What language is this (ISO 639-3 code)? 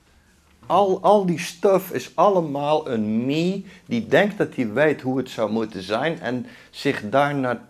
nld